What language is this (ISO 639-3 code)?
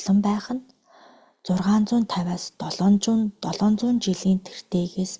mon